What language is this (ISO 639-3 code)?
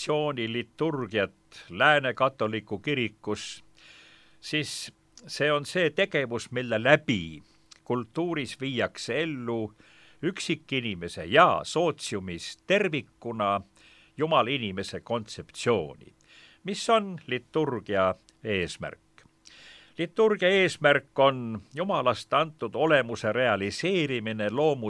est